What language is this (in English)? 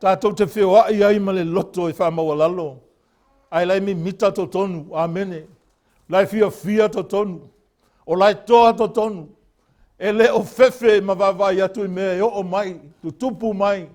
Samoan